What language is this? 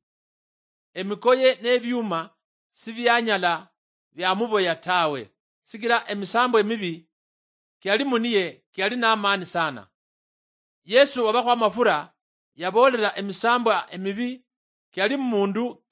Luyia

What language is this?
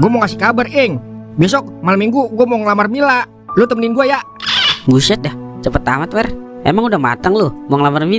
Betawi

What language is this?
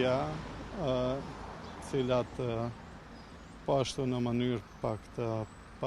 Albanian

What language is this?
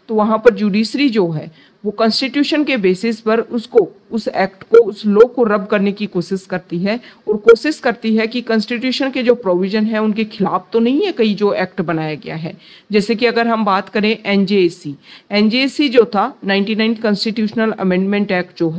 Hindi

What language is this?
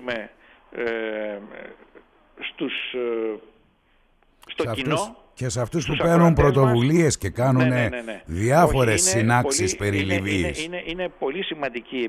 Greek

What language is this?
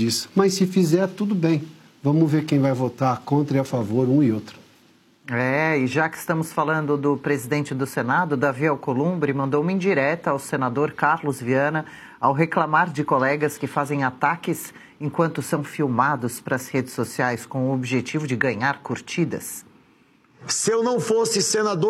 Portuguese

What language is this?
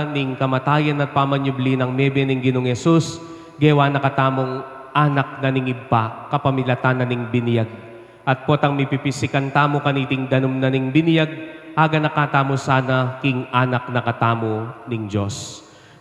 Pampanga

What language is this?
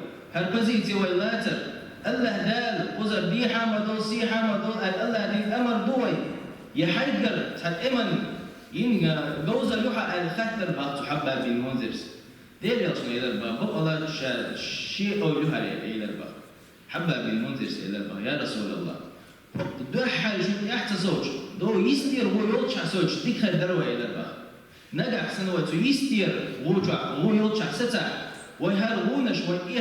Chechen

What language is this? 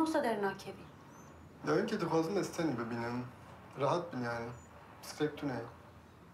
Kurdish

